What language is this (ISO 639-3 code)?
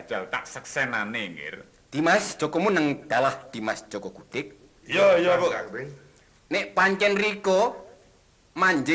jav